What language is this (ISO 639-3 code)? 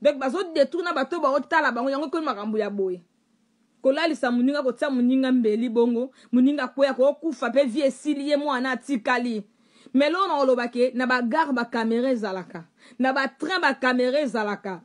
lin